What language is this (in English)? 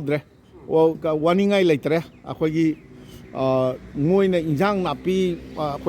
Manipuri